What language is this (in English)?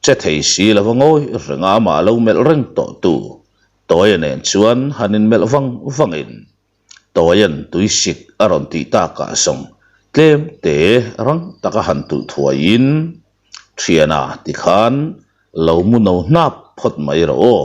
Mizo